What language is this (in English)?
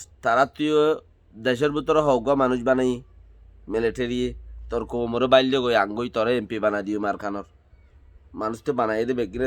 Rohingya